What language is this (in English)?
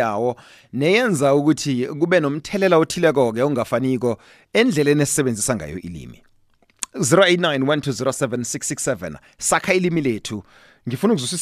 South Ndebele